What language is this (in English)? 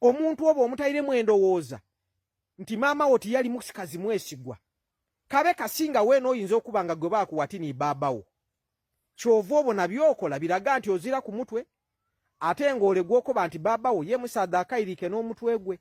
Ganda